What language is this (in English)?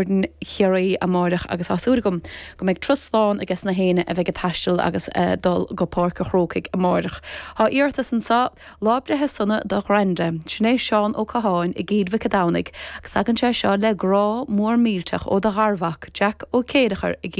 Irish